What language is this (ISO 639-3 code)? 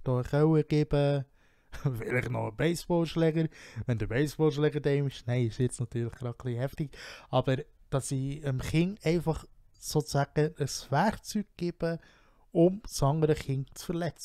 gsw